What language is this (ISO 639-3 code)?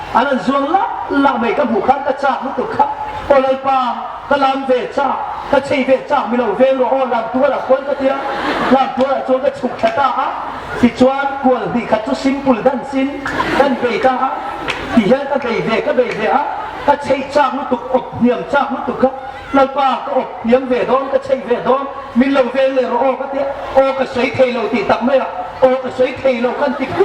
hmr